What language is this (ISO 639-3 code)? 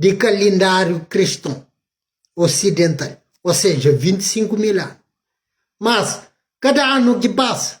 kea